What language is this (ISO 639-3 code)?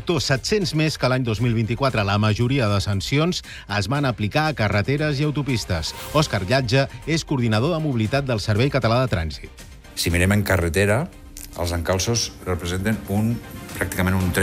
cat